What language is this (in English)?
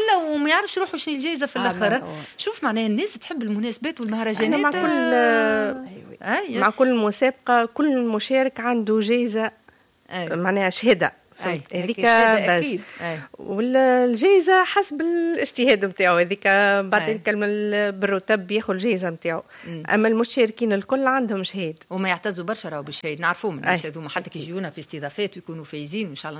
Tunisian Arabic